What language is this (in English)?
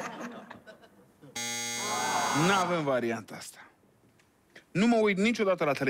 Romanian